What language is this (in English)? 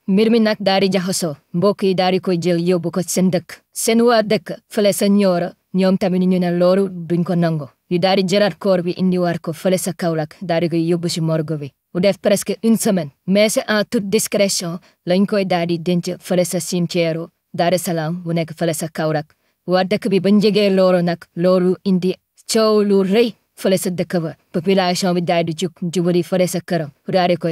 Wolof